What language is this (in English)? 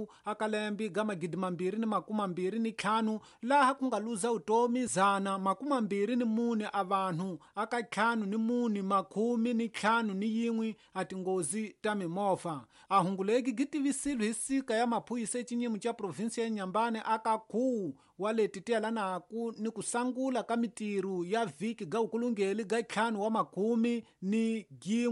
Tsonga